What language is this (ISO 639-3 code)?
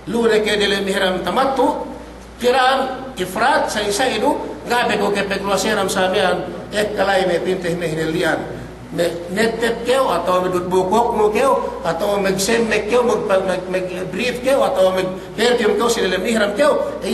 yka